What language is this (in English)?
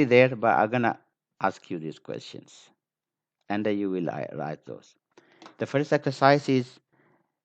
English